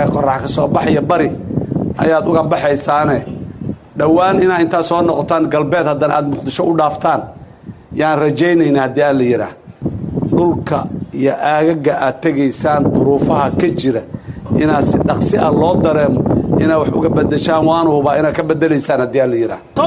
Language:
Somali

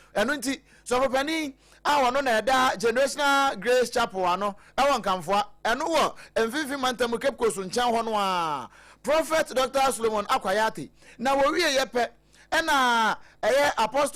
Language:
Akan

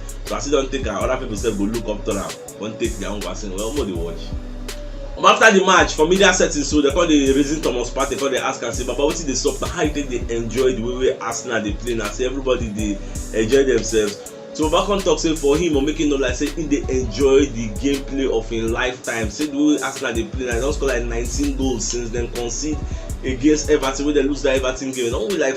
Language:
Nigerian Pidgin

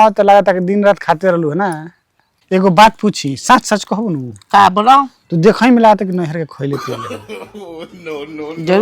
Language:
Bhojpuri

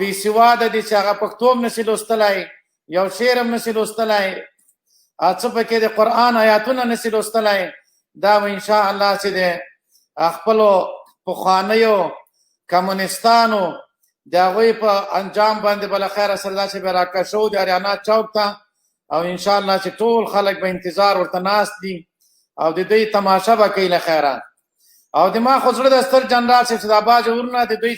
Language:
Pashto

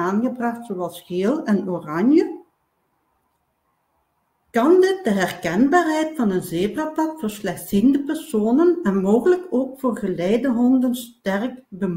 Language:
Dutch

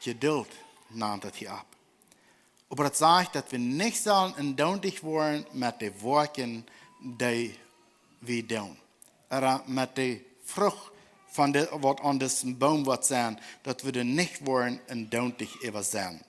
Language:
Plautdietsch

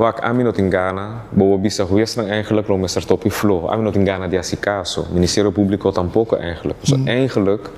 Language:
Papiamento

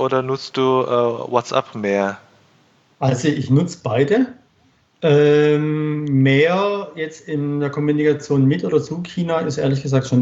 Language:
German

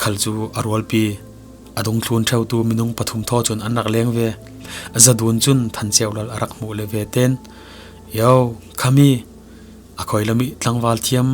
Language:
Falam Chin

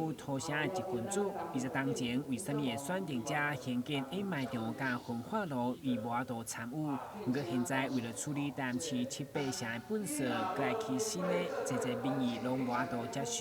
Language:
Min Nan Chinese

